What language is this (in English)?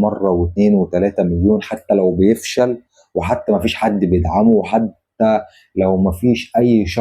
Egyptian Arabic